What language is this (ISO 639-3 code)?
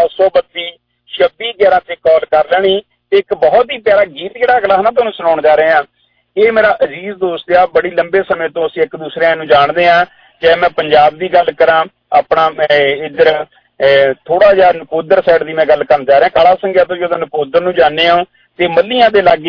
pan